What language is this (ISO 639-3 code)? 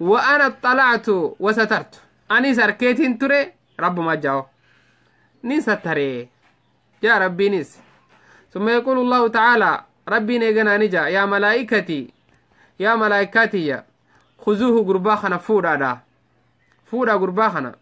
orm